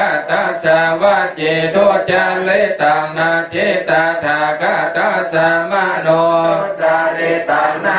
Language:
Pali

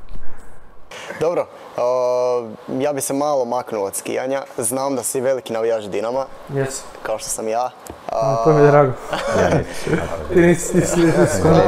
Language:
Croatian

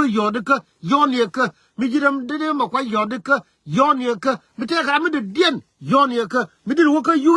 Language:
Nuer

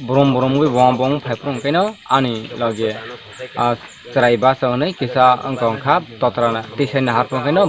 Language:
Kok Borok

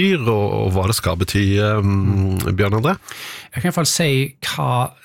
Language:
Norwegian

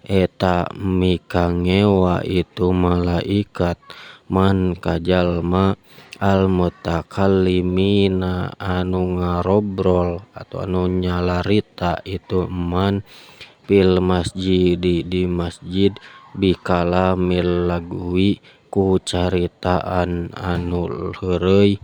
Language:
Sundanese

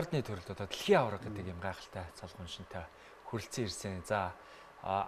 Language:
Mongolian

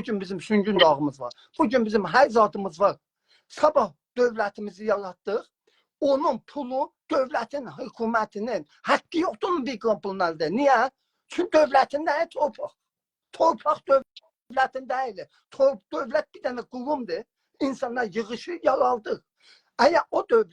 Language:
South Azerbaijani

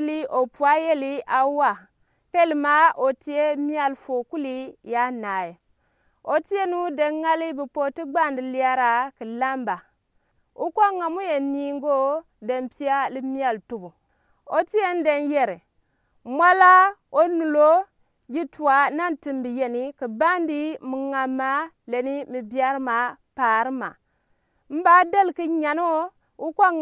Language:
Gourmanchéma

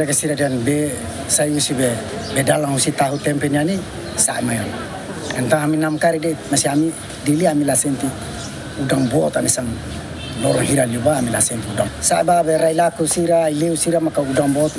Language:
Tetum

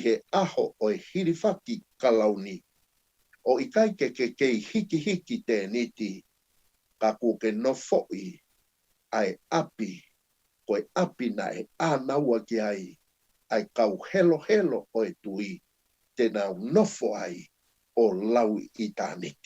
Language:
Tongan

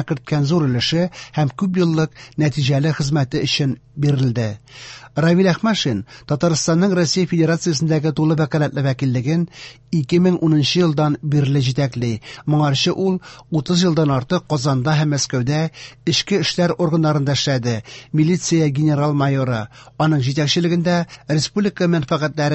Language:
Tatar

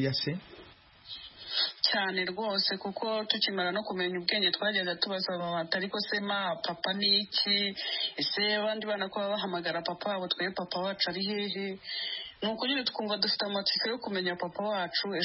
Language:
Kinyarwanda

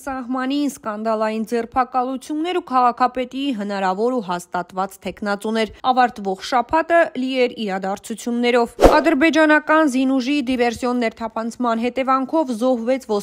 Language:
Armenian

